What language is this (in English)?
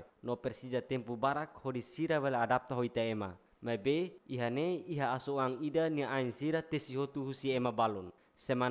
Tetum